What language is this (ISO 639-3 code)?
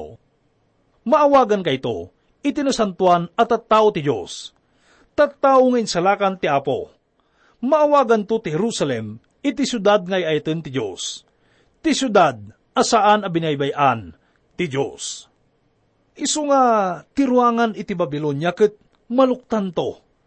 ilo